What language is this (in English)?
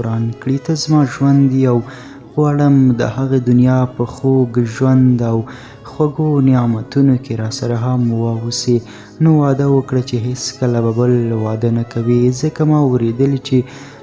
Pashto